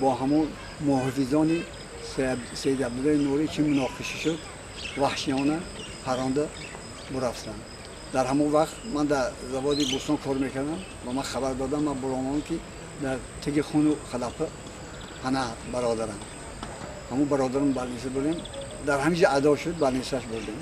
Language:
Tajik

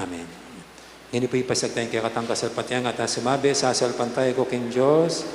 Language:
Pampanga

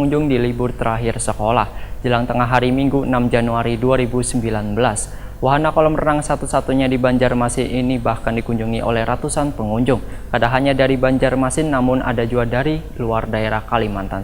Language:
Banjar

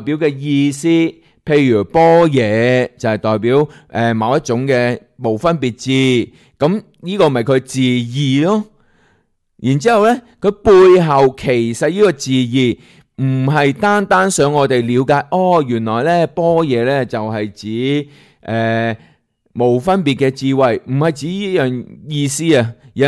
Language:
Cantonese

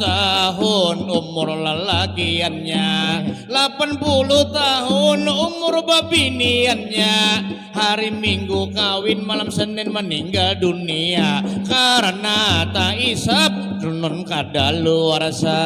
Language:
Banjar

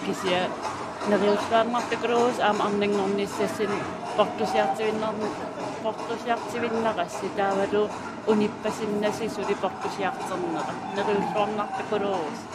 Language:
Kalaallisut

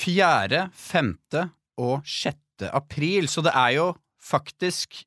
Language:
Norwegian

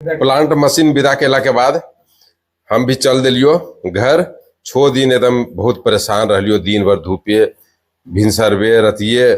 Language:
Magahi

